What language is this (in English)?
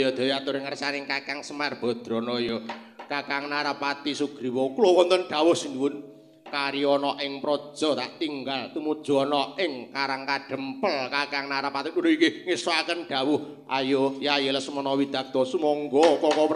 Javanese